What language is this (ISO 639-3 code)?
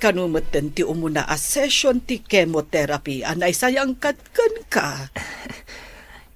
ilo